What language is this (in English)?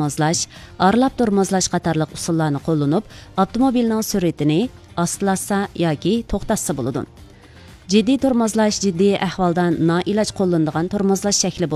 Uyghur